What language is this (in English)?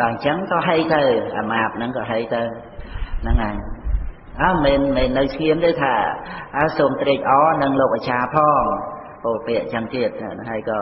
Khmer